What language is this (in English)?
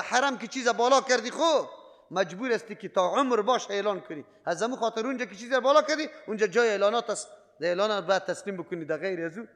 Persian